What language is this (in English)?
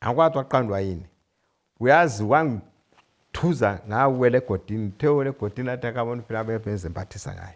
North Ndebele